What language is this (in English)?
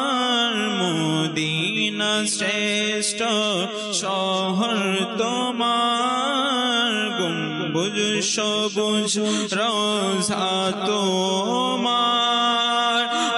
Bangla